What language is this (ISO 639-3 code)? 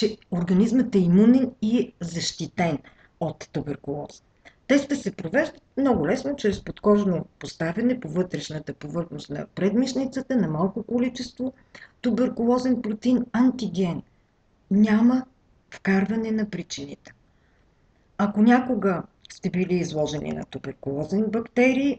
bul